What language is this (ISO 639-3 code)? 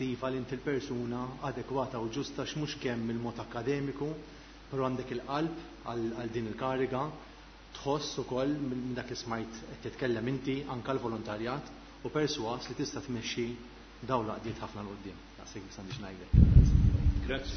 mlt